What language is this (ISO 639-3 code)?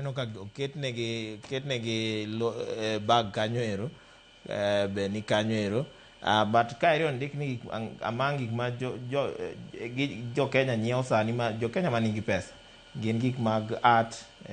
luo